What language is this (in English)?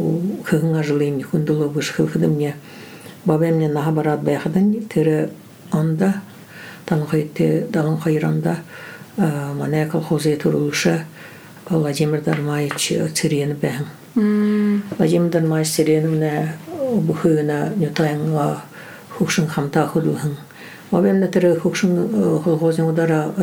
Buriat